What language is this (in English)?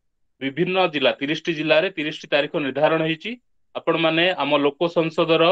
Odia